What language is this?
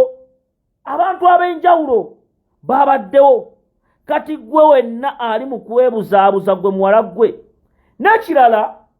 Ganda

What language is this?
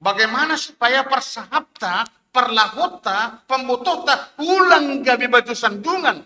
Batak Simalungun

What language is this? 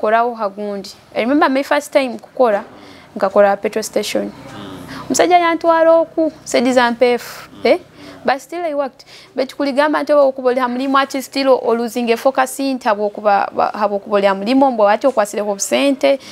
Nyoro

